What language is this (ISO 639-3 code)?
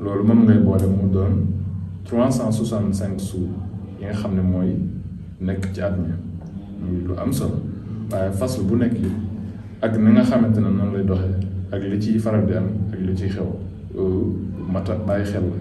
wol